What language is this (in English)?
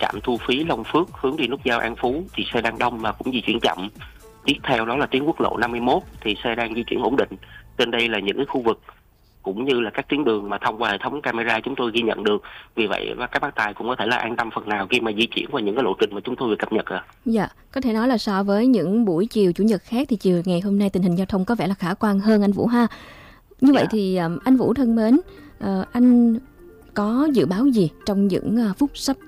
Vietnamese